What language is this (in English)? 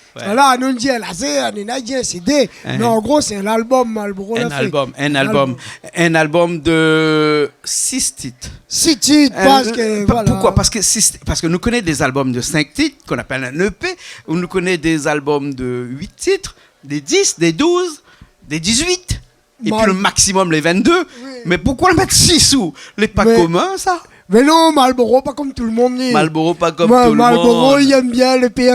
Réunion Creole French